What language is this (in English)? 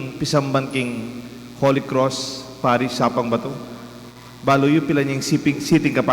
Pampanga